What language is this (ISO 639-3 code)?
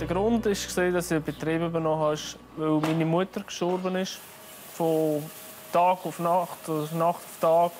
gsw